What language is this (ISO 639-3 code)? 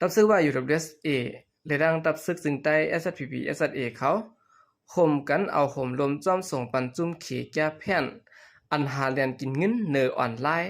shn